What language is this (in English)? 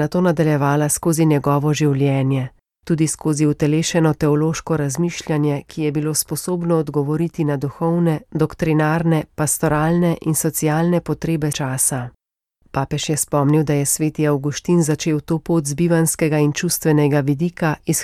Slovenian